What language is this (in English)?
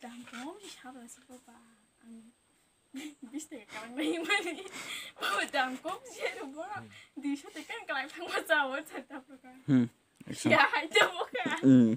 Kok Borok